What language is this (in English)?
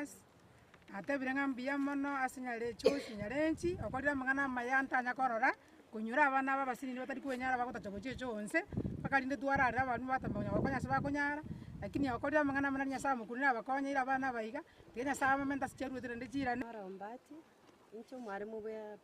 Gusii